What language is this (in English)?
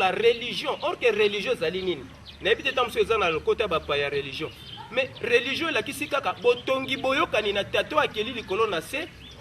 Lingala